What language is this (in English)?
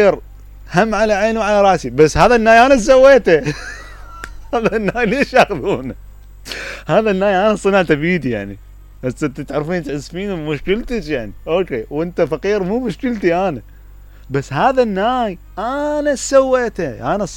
Mesopotamian Arabic